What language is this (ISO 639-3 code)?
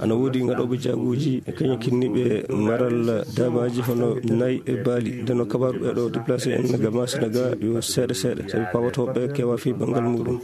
ful